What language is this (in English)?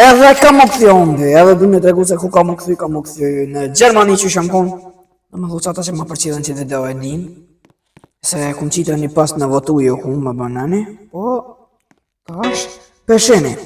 Albanian